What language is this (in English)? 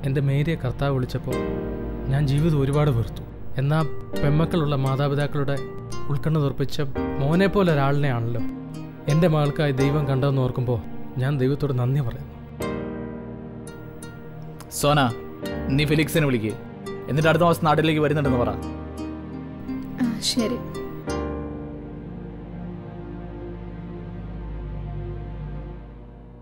Malayalam